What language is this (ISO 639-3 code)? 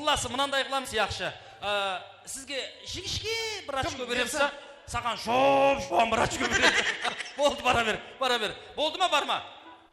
kaa